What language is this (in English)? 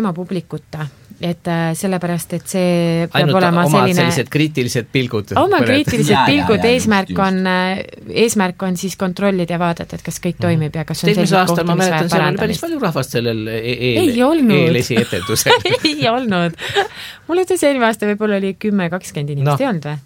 Estonian